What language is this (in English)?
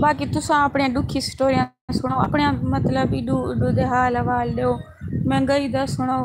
Saraiki